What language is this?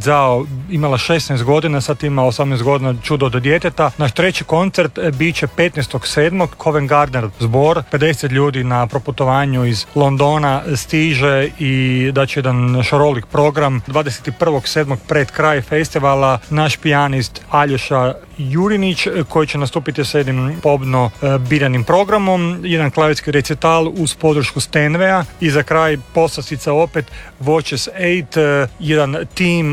Croatian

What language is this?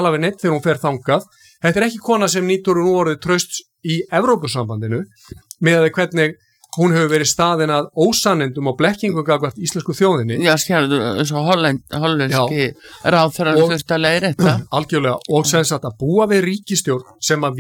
Icelandic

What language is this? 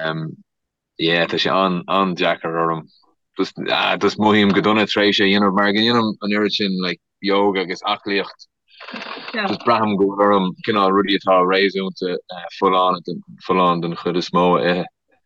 Irish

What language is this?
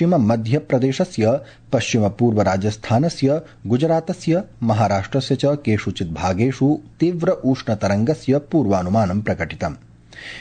Sanskrit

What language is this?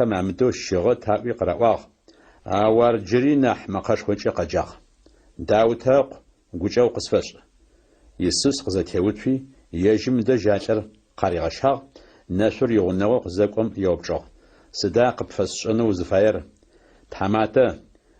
Adyghe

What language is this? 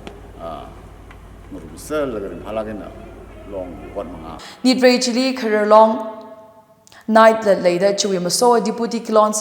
Tangkhul Naga (India)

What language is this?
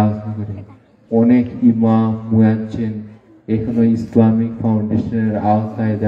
Sylheti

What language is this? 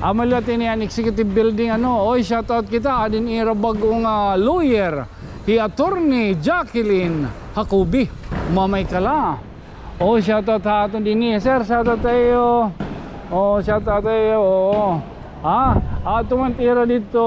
Waray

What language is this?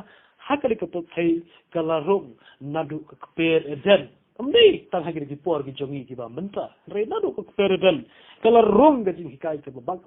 Khasi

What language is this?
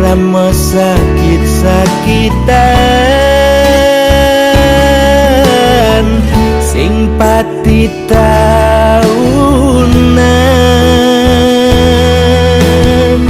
Balinese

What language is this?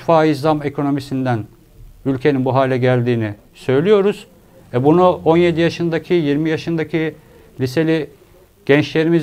Turkish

